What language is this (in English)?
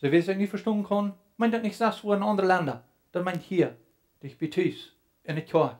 Plautdietsch